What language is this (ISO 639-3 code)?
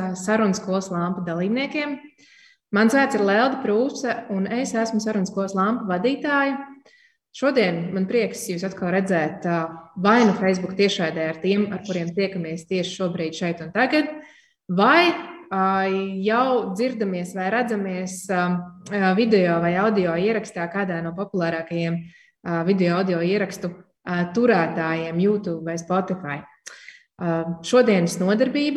lav